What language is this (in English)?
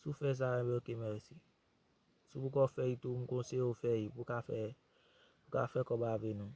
Haitian Creole